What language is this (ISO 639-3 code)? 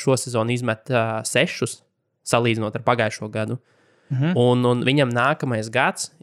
lav